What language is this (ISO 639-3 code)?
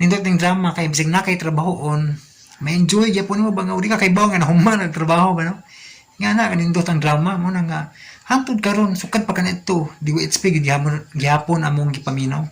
ceb